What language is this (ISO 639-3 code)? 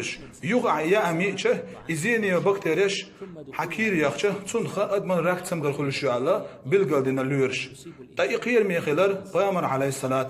che